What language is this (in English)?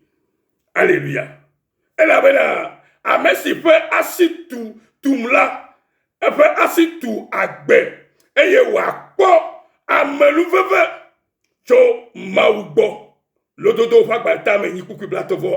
Ewe